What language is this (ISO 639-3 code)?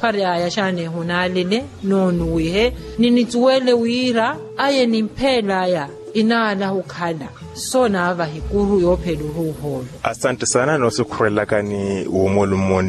vmw